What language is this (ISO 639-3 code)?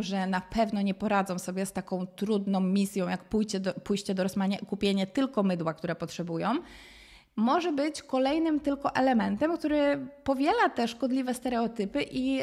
pol